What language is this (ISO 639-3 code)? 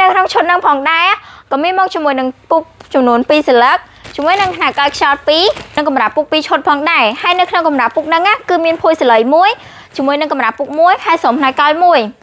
khm